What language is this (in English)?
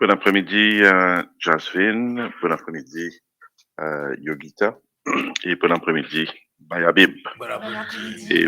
Morisyen